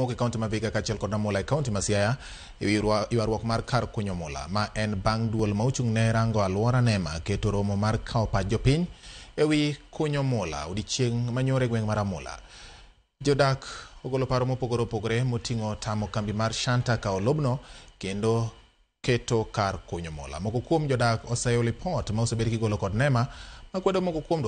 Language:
Luo (Kenya and Tanzania)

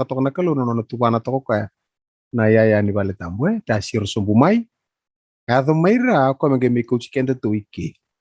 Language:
Fijian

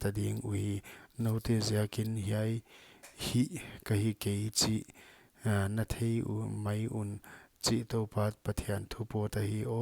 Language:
Paite Chin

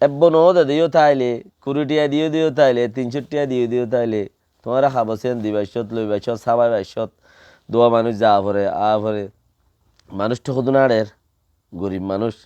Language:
Rohingya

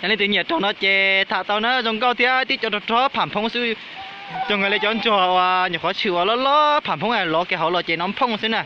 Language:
Hmong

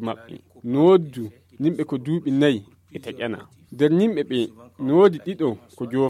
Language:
Nigerian Fulfulde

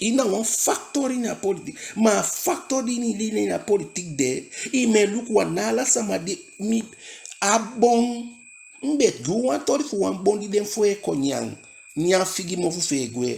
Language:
Eastern Maroon Creole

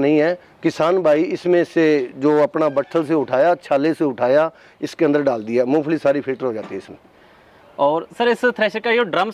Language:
Hindi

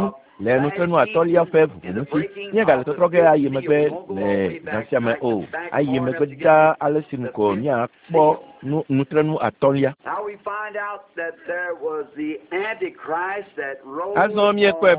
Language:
Ewe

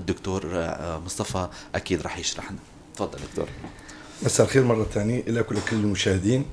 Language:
North Levantine Arabic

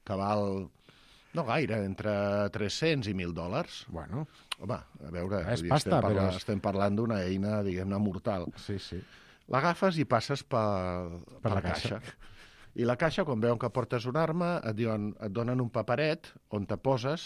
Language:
Catalan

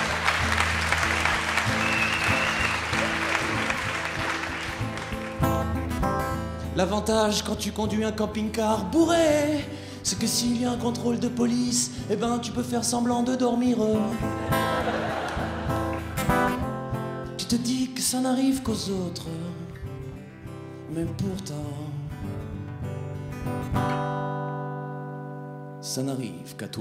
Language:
French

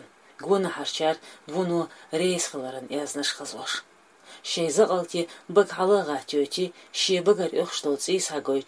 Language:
Chechen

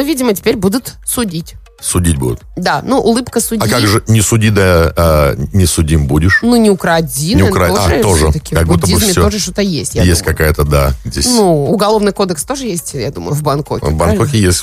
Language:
Russian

